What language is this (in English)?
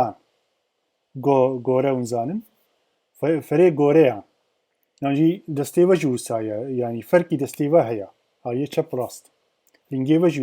Kurdish